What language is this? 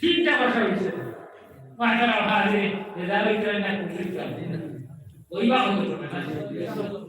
Sylheti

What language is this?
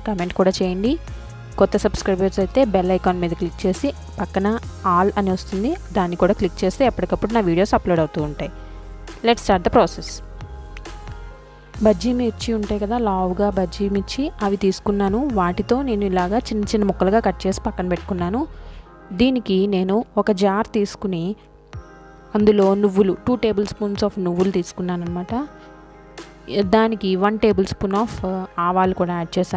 Telugu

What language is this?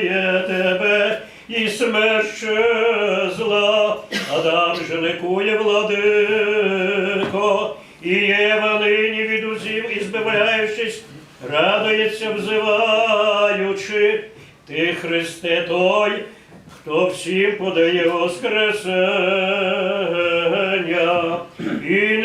Rusyn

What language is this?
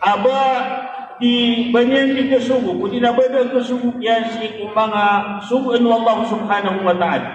Maranao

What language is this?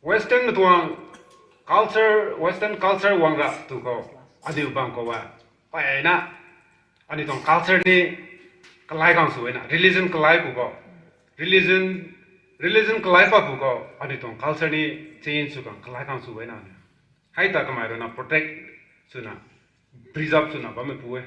Rongmei Naga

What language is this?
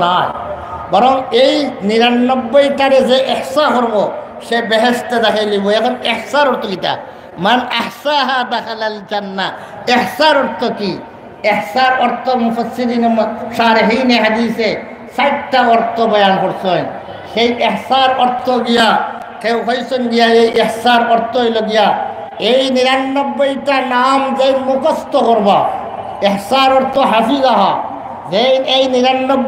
Sylheti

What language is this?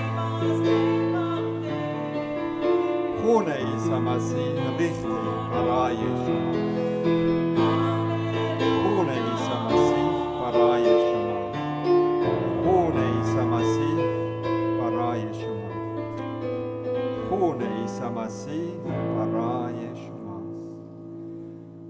Persian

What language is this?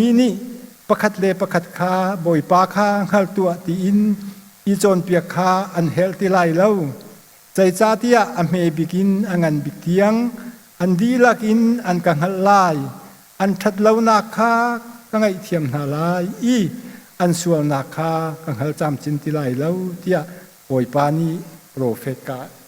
Hakha Chin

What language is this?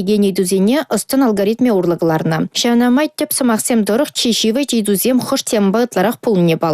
Chuvash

